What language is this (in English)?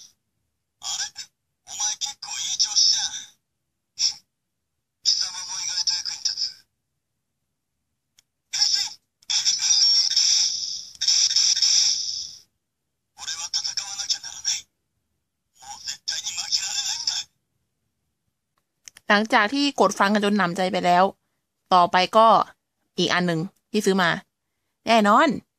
Thai